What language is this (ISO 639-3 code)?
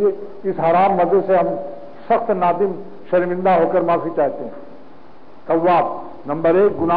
urd